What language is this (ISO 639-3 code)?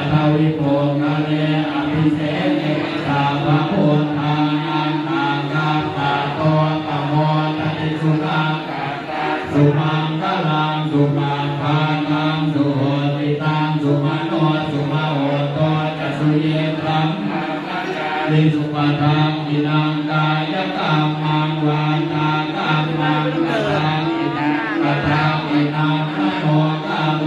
pli